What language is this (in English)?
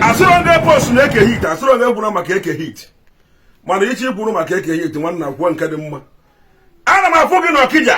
Igbo